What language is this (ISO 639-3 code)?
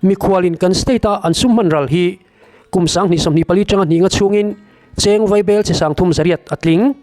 lus